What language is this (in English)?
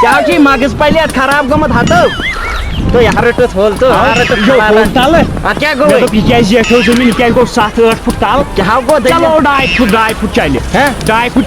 Kashmiri